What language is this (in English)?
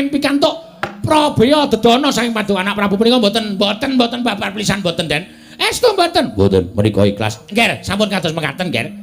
Javanese